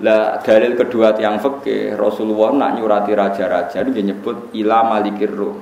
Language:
Javanese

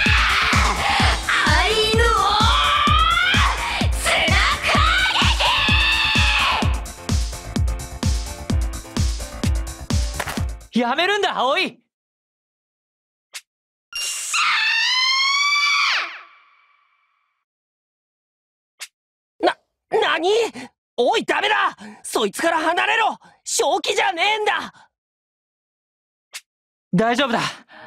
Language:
Japanese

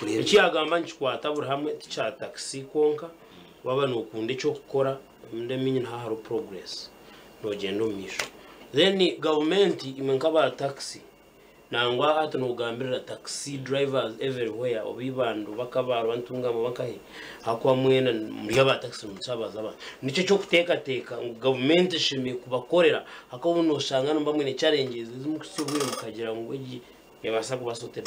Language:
Nyankole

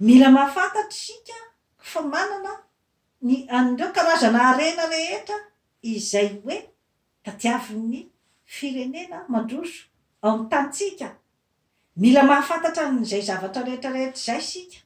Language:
Malagasy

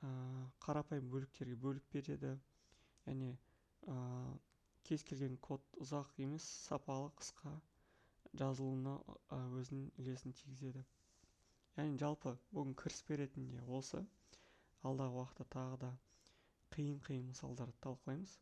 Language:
Kazakh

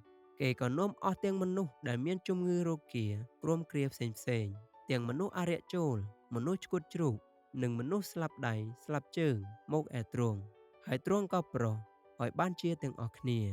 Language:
Khmer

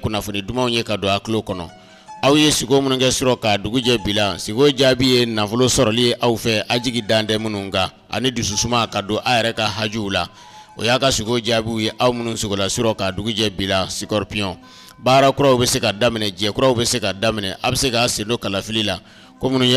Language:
Bambara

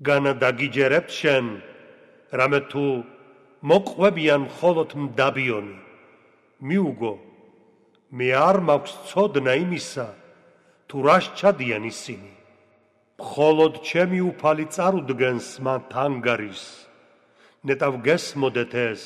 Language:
Georgian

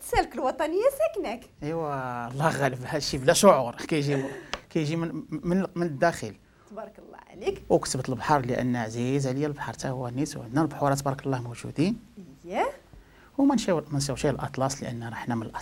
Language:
Moroccan Arabic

